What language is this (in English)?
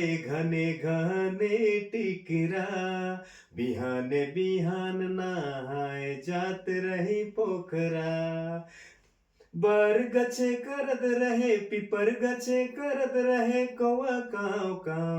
Sadri